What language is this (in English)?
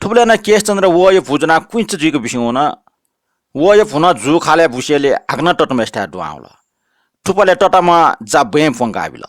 Newari